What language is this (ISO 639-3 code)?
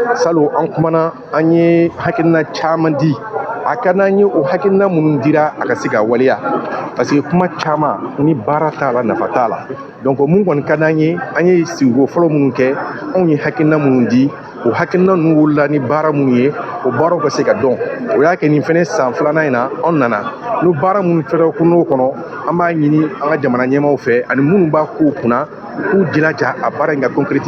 bam